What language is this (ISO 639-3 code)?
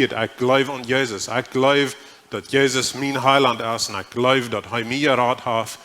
pdt